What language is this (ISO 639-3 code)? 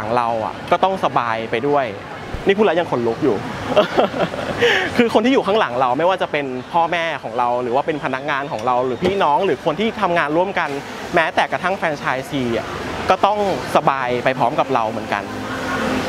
tha